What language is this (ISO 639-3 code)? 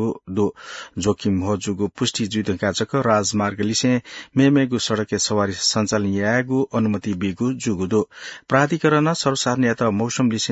new